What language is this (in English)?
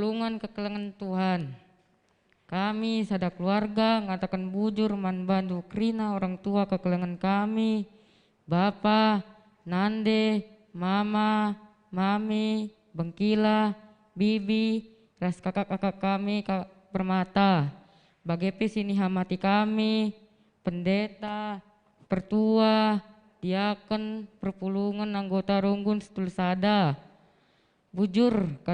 Batak Karo